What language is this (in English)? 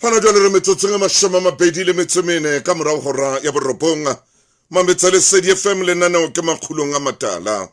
Southern Sotho